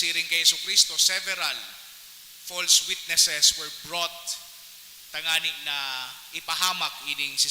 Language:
Bikol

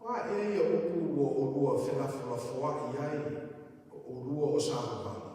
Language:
Samoan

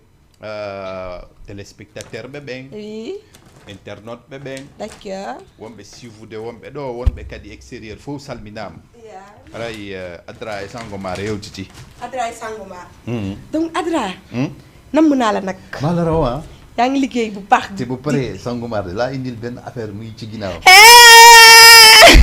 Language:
Fula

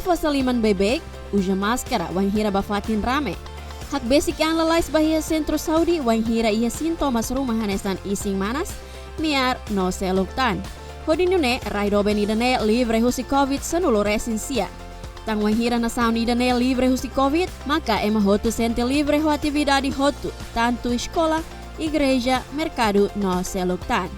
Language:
Tetum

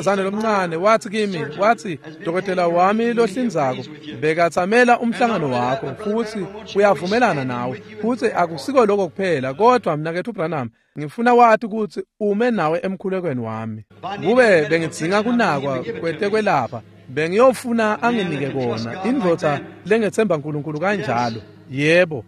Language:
Swati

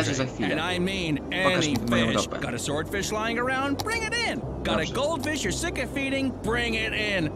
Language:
Polish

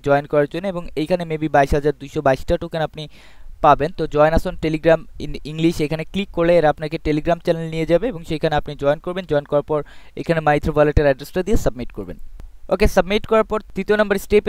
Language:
Bangla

